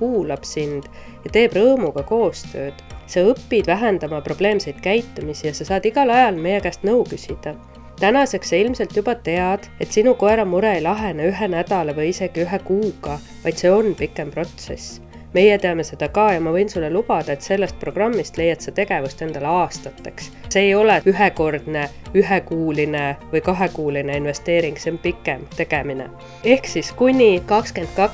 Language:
Estonian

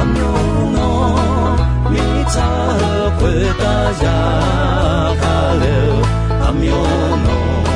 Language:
Akha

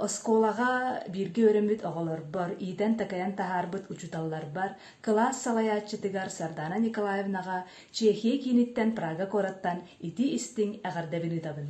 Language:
Yakut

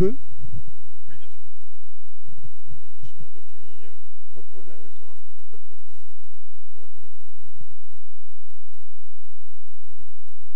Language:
French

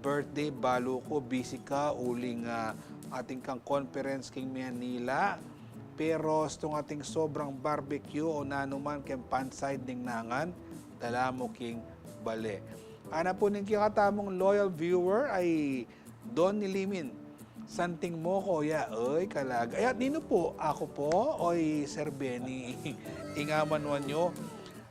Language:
Pampanga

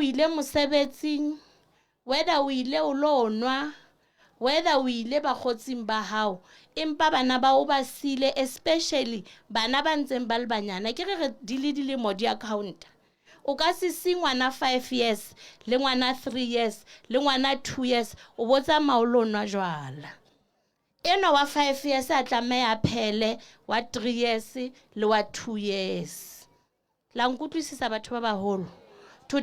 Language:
Southern Sotho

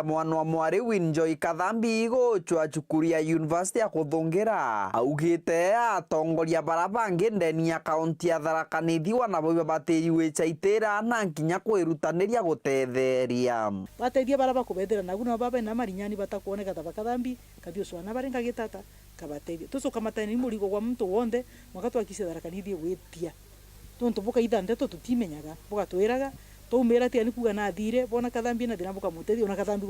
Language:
Meru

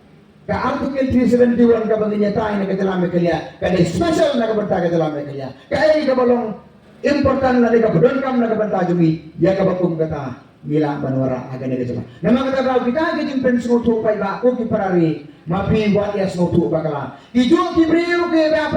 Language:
Khasi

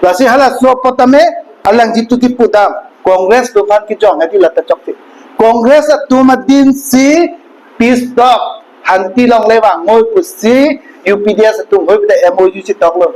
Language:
Karbi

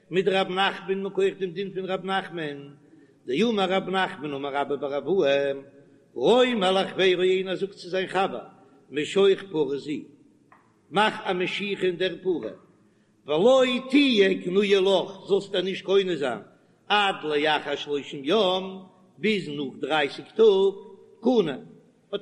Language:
Yiddish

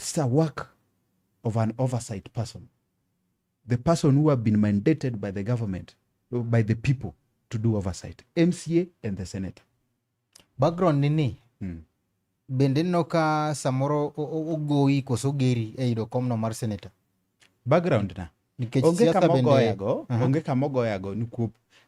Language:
Luo (Kenya and Tanzania)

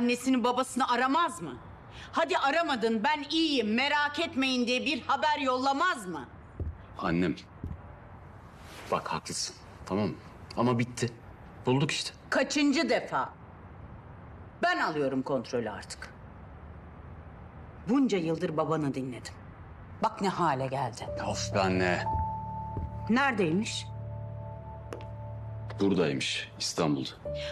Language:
Turkish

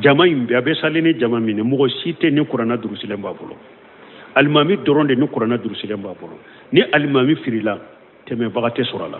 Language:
Bambara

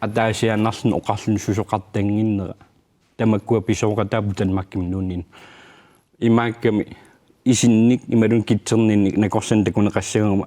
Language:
Kalaallisut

